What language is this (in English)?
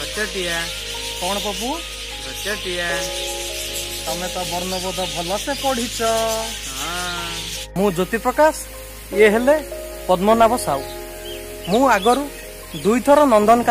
Odia